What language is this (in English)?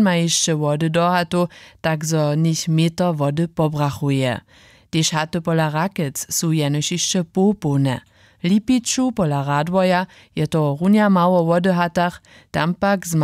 Upper Sorbian